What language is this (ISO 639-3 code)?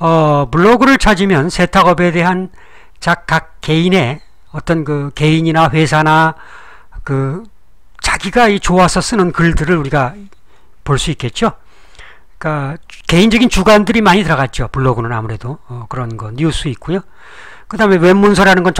kor